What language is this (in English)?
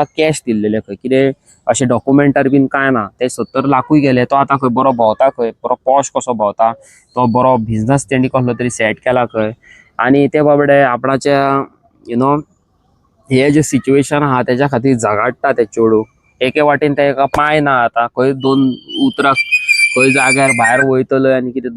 Konkani